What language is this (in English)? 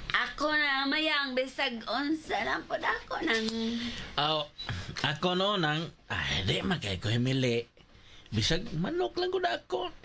Cebuano